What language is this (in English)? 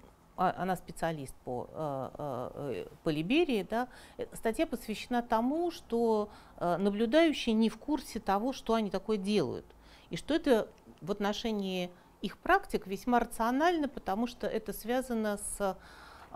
Russian